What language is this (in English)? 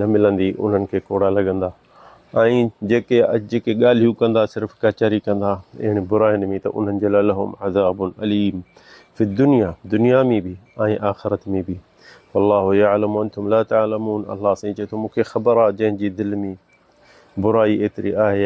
Sindhi